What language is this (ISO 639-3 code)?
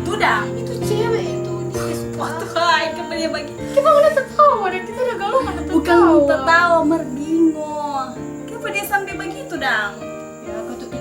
xmm